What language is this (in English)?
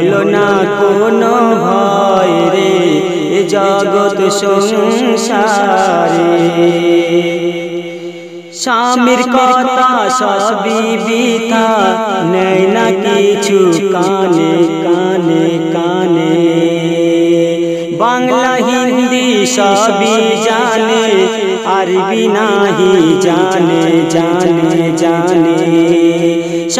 Bangla